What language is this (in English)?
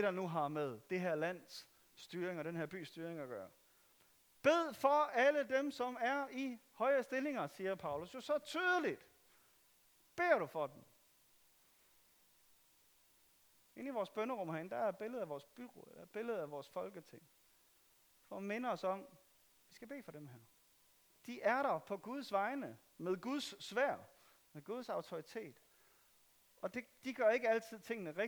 Danish